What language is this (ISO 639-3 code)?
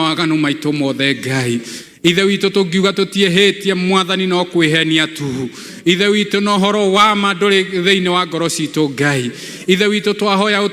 kik